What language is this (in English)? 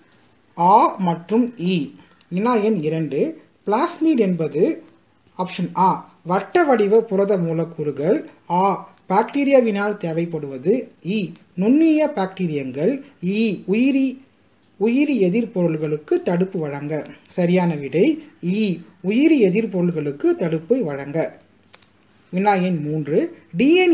Tamil